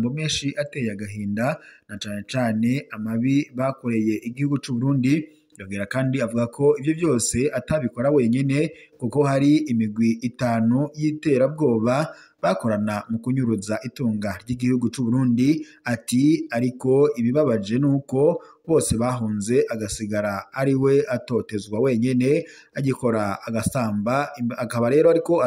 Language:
Rundi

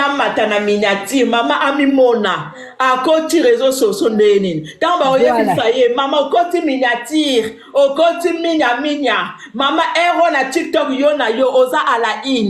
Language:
Lingala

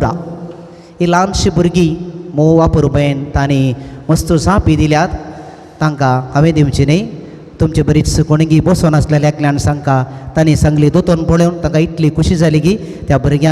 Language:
Konkani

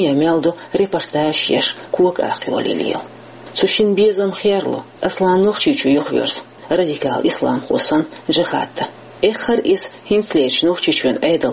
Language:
Chechen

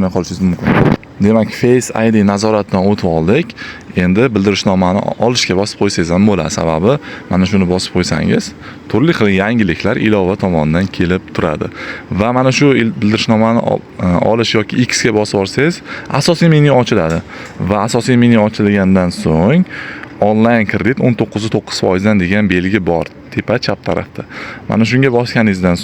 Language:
Uzbek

